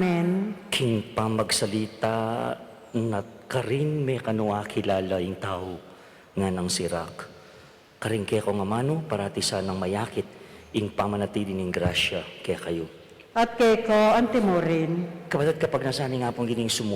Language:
Pampanga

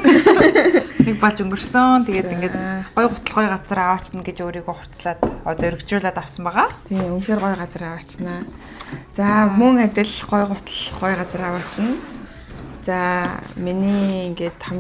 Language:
Mongolian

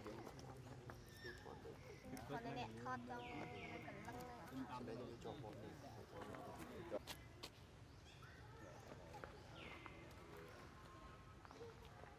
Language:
Vietnamese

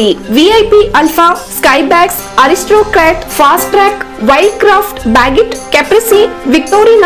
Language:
Kannada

